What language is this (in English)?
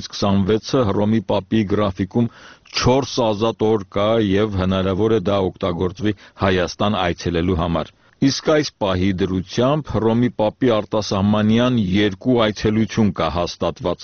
Armenian